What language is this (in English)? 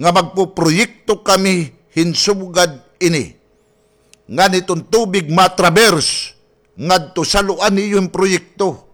Waray